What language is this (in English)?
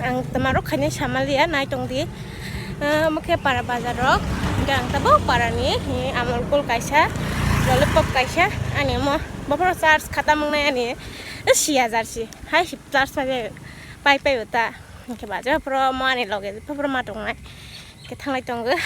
Kok Borok